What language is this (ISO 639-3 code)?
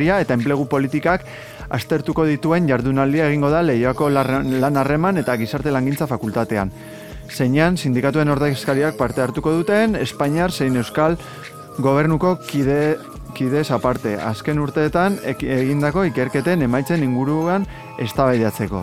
eus